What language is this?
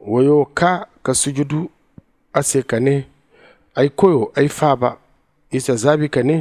Zarma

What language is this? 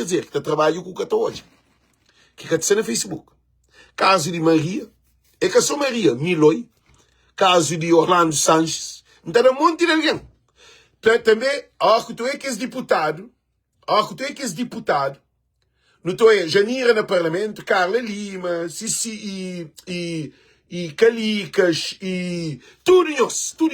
Kabuverdianu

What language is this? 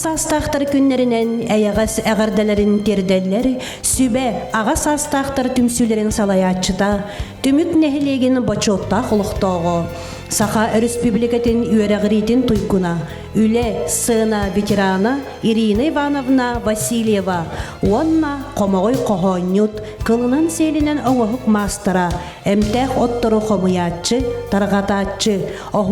Yakut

